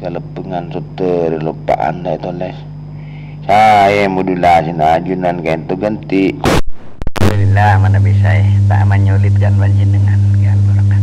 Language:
Madurese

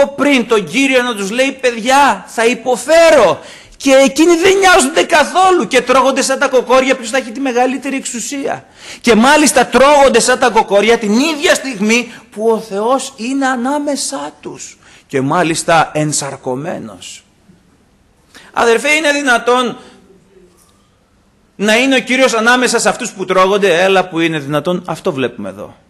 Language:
Greek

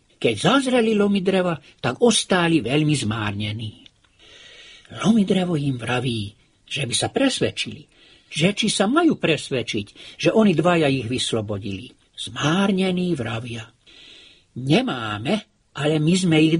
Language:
Slovak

